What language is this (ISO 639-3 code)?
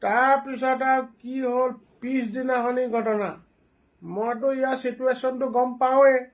asm